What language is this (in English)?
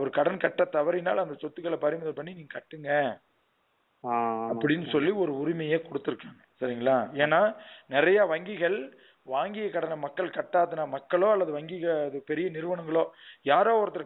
Tamil